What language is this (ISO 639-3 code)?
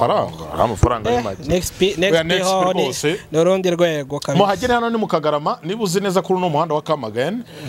kin